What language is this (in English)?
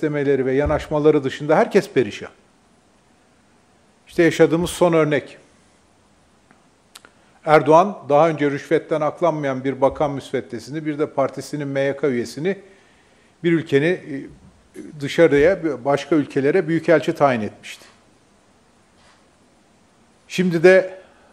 Turkish